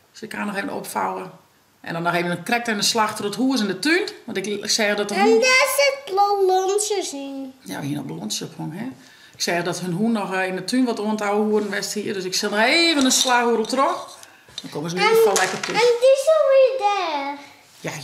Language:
Western Frisian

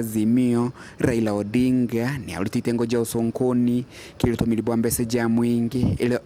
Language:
Meru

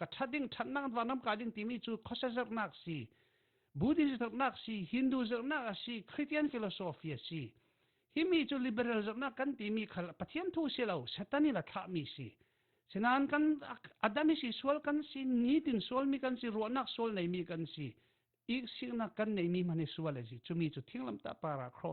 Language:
Falam Chin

